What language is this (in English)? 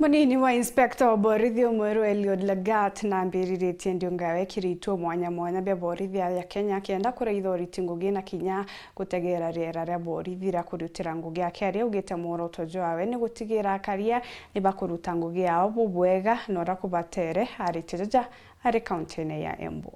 Meru